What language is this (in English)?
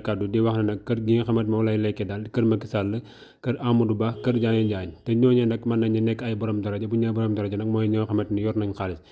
Wolof